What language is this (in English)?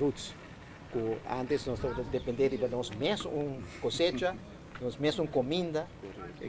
Papiamento